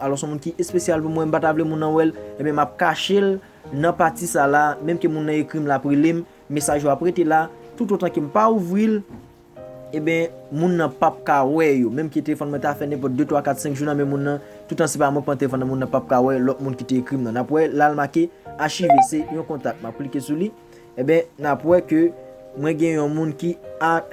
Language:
Haitian Creole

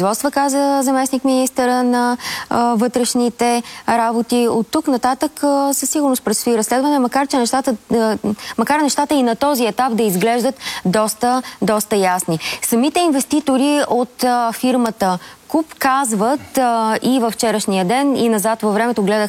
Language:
Bulgarian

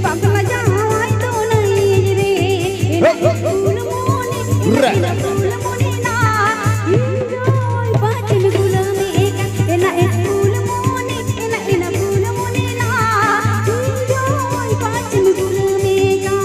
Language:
Santali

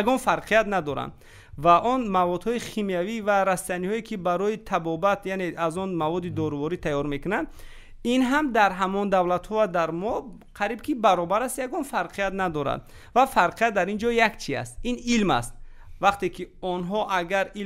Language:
Tajik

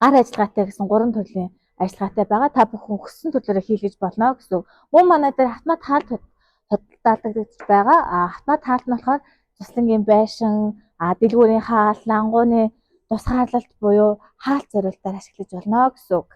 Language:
Mongolian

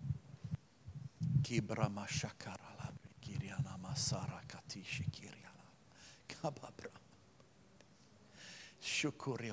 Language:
Norwegian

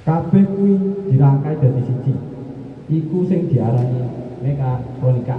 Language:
Javanese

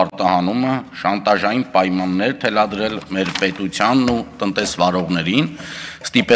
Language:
Armenian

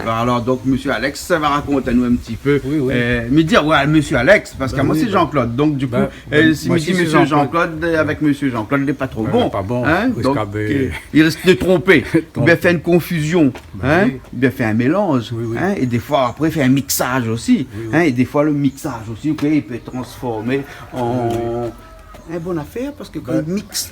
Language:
Réunion Creole French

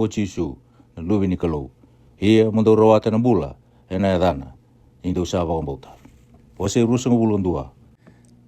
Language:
Fijian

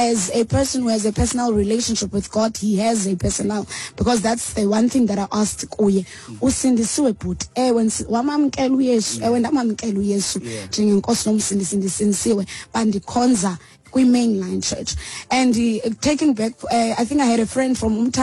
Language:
Xhosa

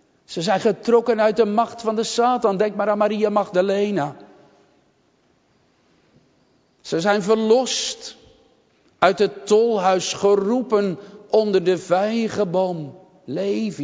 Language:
Dutch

